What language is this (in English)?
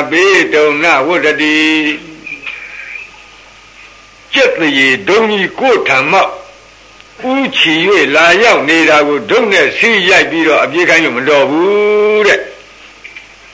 Burmese